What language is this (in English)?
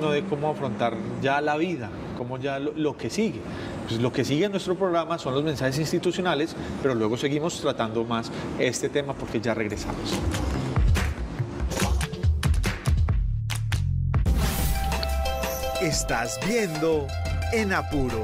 Spanish